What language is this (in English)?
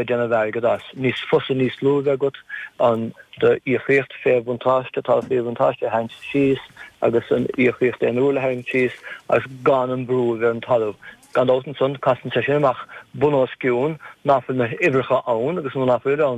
Irish